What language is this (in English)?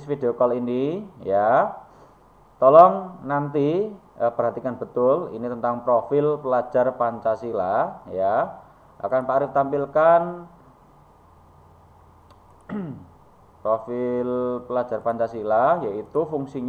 Indonesian